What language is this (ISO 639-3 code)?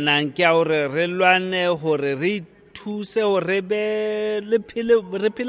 sot